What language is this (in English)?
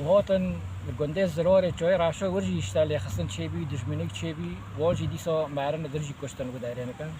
Kurdish